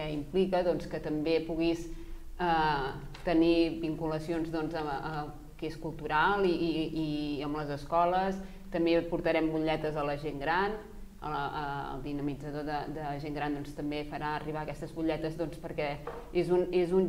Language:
Catalan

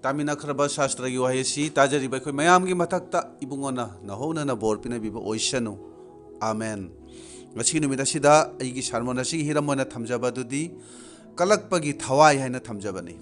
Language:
Manipuri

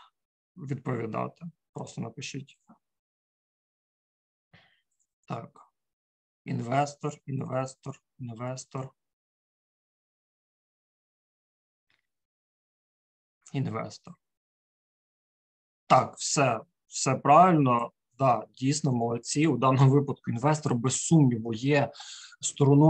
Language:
Ukrainian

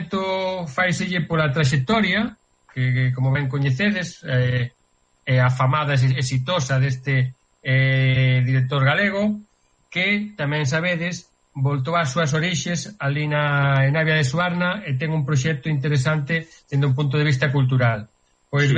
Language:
Galician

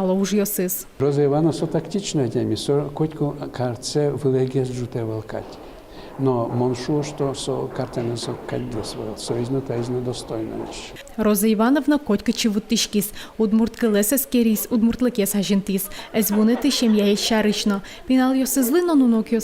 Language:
Udmurt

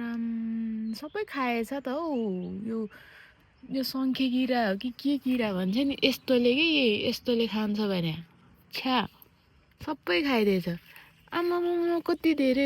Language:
Nepali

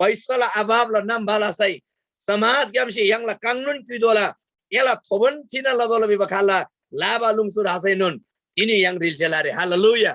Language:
Eastern Tamang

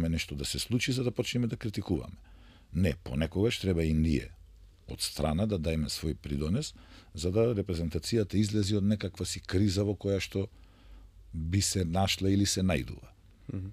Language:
Macedonian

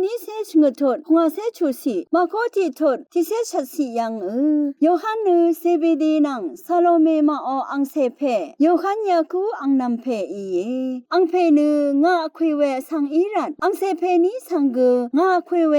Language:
Rawang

